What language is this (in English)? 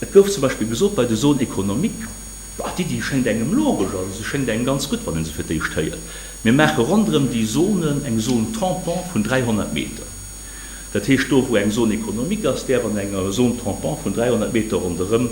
Luxembourgish